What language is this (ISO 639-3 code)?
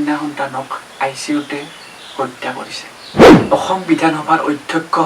asm